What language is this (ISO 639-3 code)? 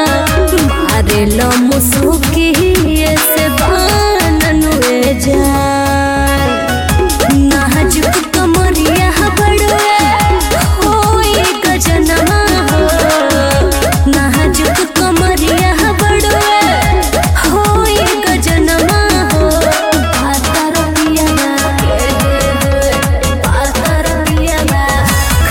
bho